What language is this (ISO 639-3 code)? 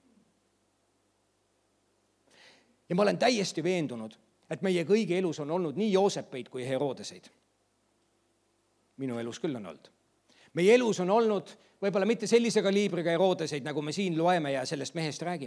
est